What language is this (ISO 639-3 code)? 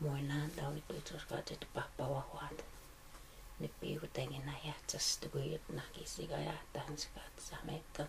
crk